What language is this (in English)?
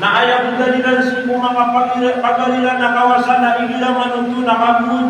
Maranao